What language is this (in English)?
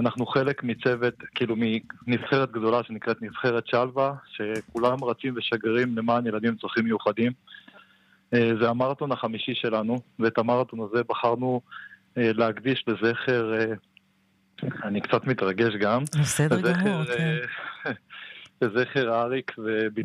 Hebrew